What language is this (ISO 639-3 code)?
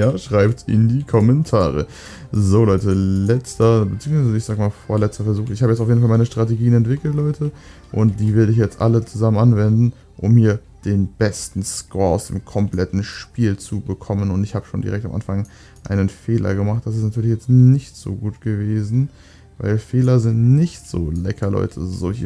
deu